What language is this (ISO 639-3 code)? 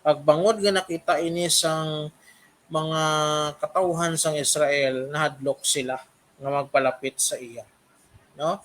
hil